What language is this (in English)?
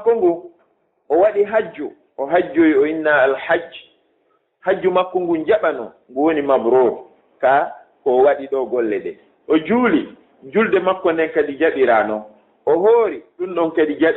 Fula